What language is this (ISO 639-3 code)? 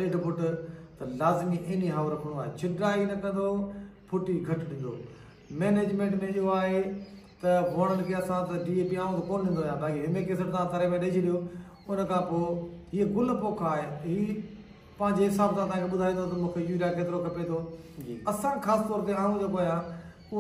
snd